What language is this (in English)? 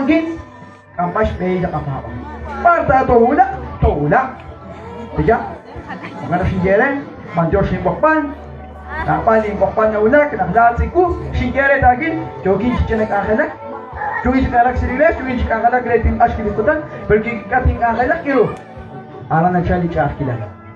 Kekchí